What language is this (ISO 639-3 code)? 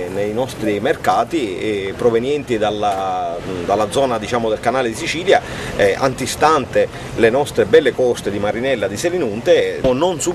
ita